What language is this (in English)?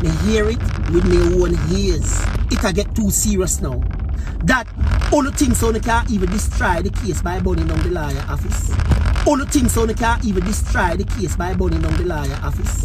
Jamaican Creole English